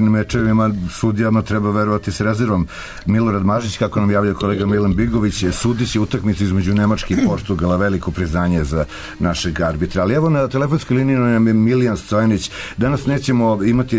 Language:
Serbian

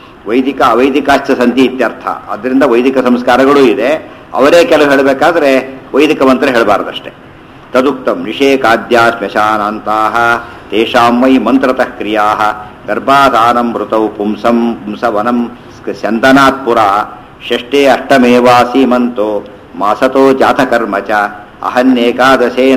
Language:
Kannada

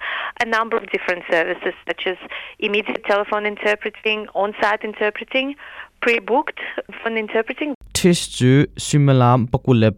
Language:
Hakha Chin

